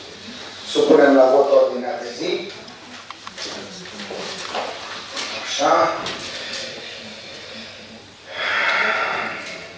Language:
Romanian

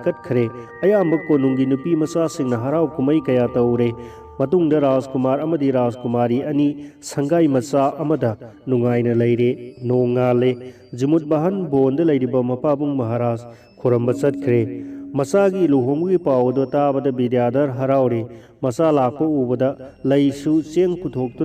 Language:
Manipuri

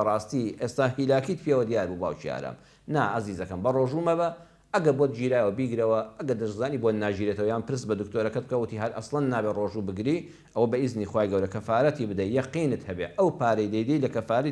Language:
Central Kurdish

